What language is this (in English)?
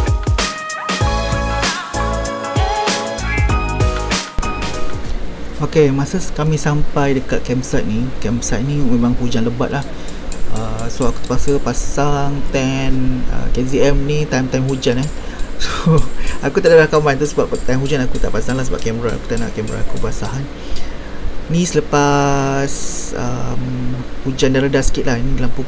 Malay